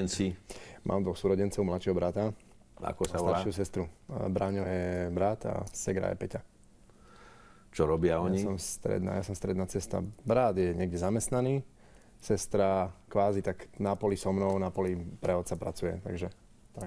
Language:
Slovak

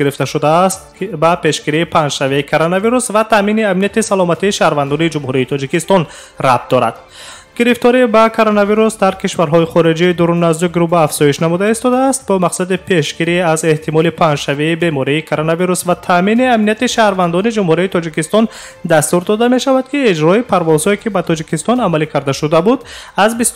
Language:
Tajik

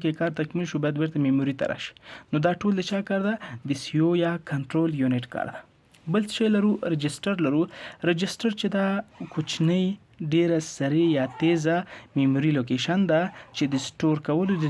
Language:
Pashto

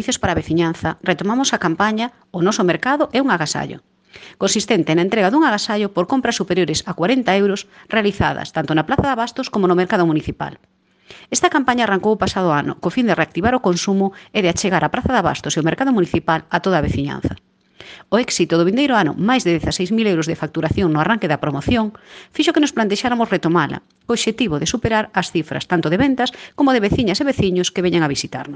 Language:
Galician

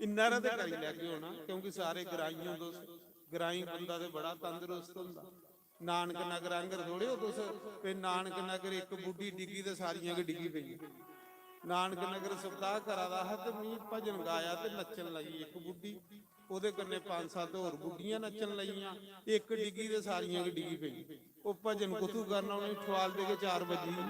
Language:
Dogri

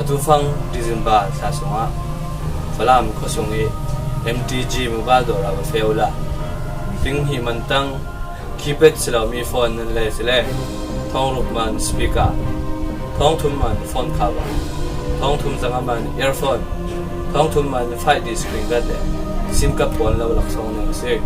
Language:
Falam Chin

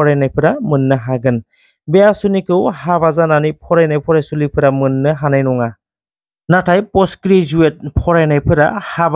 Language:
Bodo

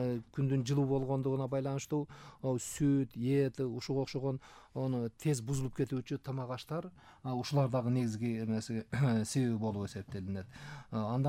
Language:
Kyrgyz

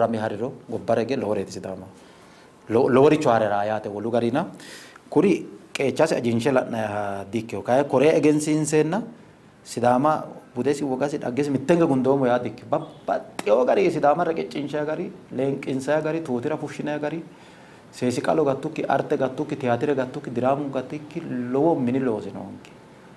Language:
Sidamo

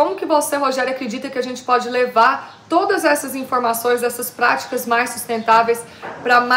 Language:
Portuguese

